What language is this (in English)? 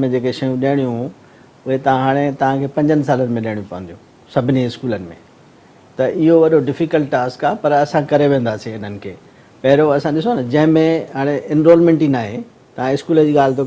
Sindhi